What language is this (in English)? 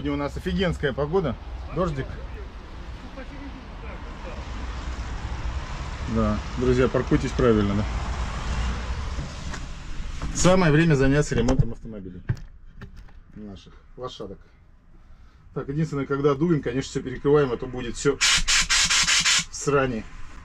Russian